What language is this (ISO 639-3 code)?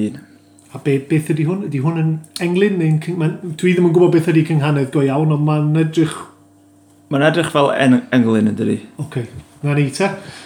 cym